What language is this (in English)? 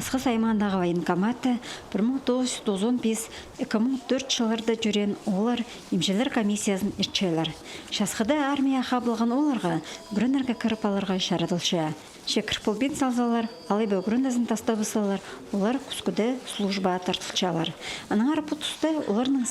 Khakas